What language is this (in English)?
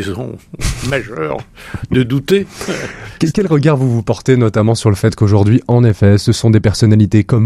French